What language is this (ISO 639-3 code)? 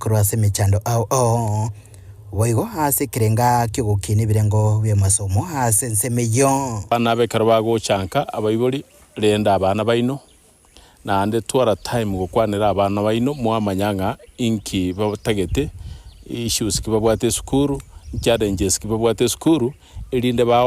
guz